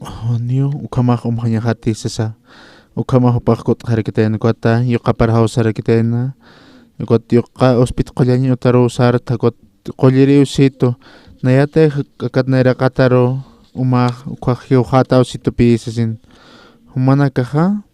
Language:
Aymara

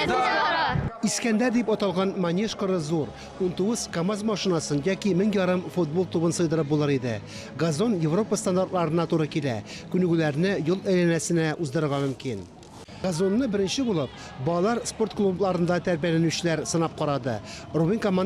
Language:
Tatar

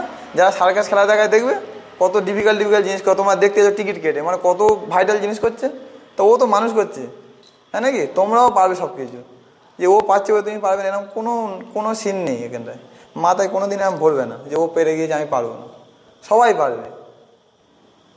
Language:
Bangla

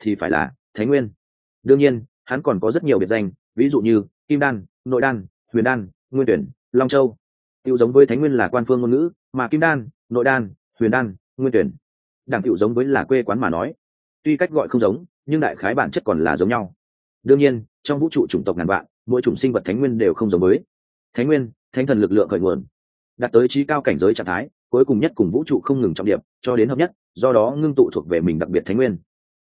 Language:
Vietnamese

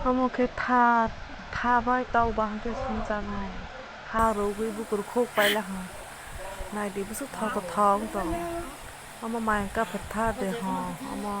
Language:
Kok Borok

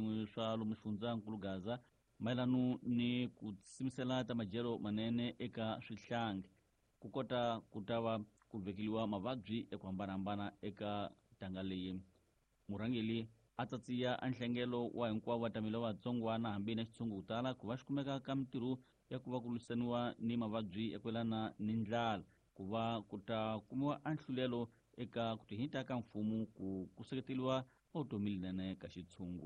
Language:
Tsonga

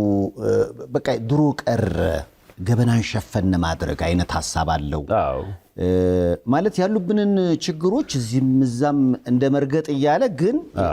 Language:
Amharic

